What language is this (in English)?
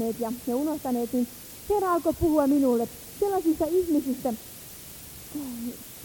Finnish